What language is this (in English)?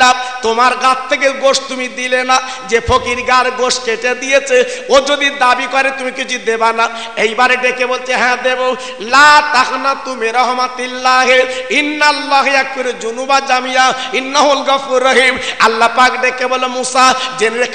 Bangla